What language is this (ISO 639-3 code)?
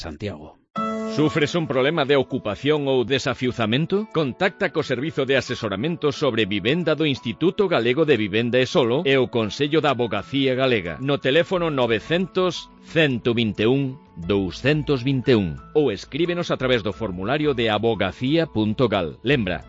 glg